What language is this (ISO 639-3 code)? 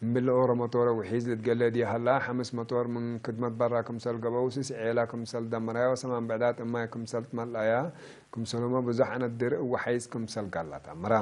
tig